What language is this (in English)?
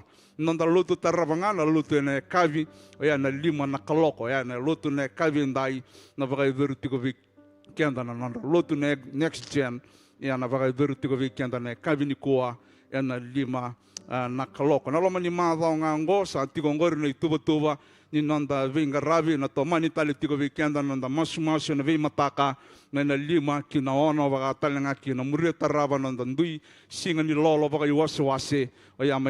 Fijian